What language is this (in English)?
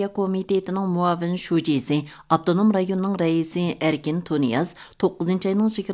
Uyghur